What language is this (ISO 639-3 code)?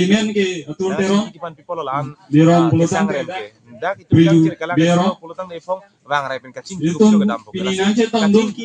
mjw